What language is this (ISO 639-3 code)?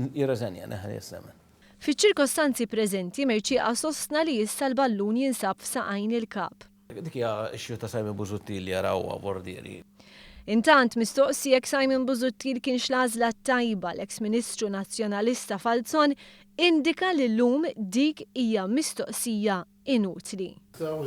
mlt